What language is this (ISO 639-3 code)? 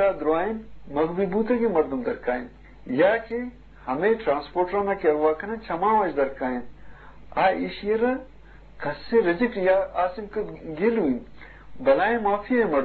bgp